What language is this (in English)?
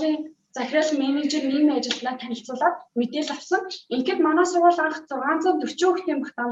Mongolian